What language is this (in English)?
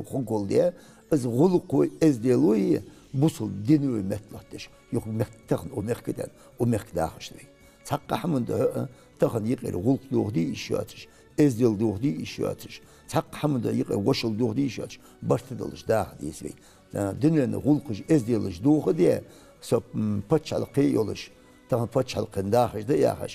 Ingush